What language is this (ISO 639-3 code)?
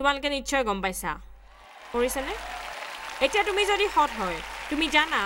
asm